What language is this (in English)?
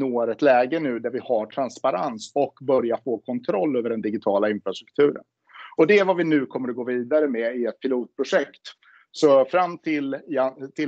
Swedish